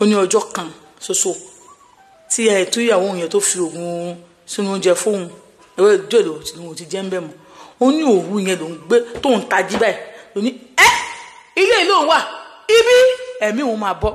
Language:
Yoruba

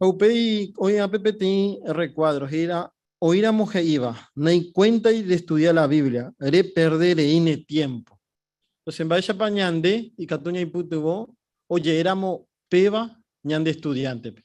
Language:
Guarani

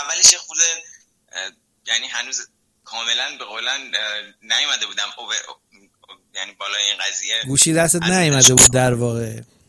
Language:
Persian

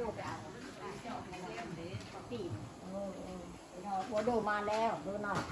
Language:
Lao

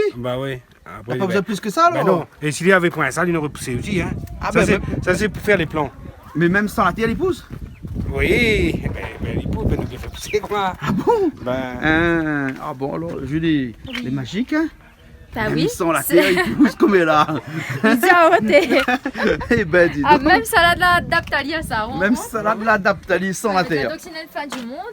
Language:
Réunion Creole French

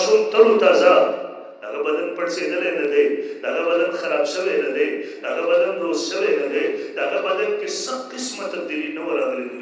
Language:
Pashto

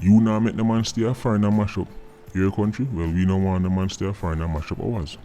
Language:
Jamaican Creole English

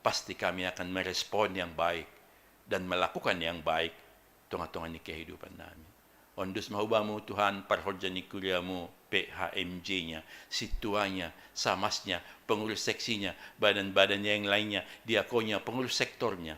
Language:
Batak Simalungun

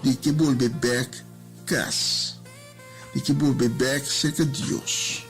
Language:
Papiamento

